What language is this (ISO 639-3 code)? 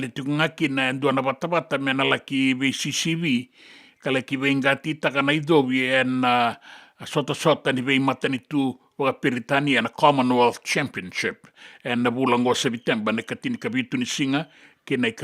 fij